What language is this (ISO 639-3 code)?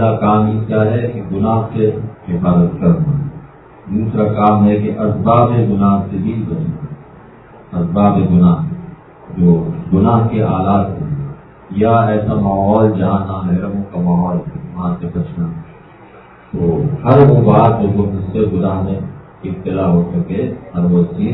urd